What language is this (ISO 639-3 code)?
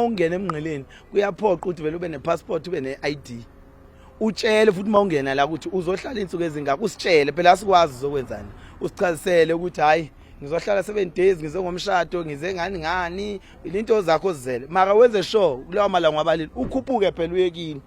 zul